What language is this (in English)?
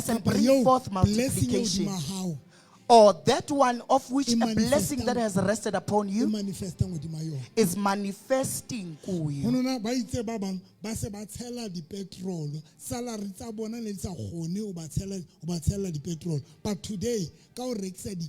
Southern Sotho